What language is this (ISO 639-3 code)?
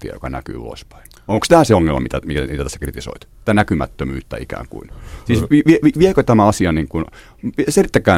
fin